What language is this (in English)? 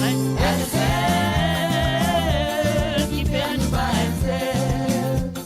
Morisyen